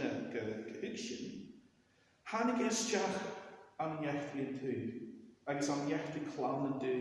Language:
Scottish Gaelic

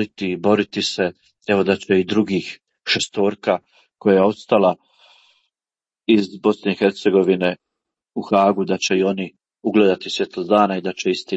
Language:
Croatian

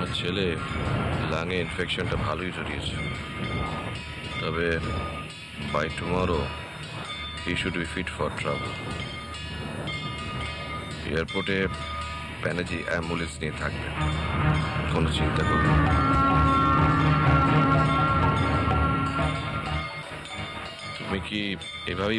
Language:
Bangla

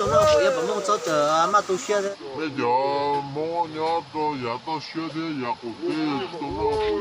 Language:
Hmong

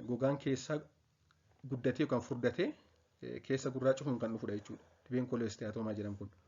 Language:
Oromo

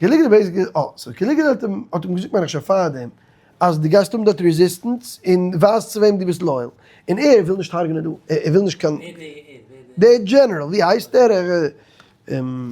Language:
Yiddish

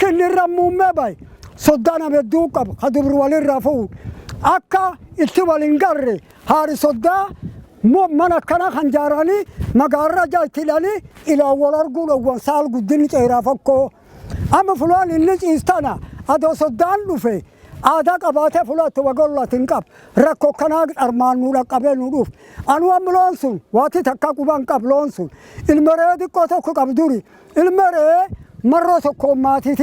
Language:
Oromo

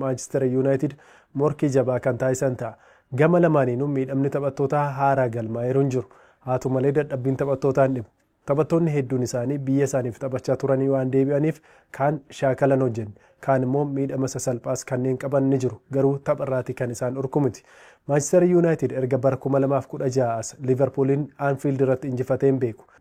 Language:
Oromo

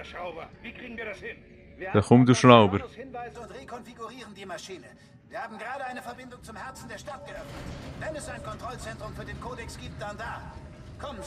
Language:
Swiss German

